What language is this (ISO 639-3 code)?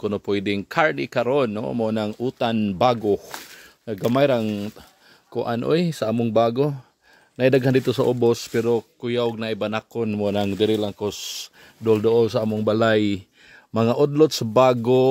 ceb